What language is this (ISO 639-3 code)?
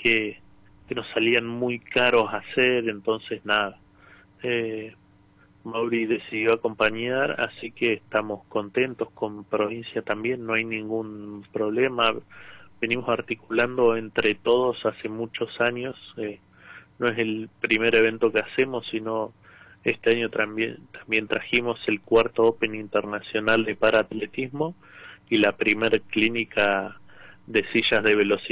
spa